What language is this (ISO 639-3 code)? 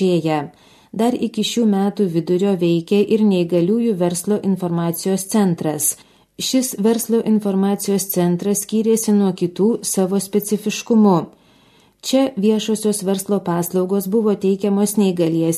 lit